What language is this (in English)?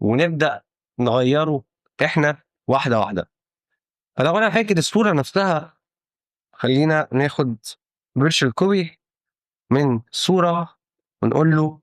Egyptian Arabic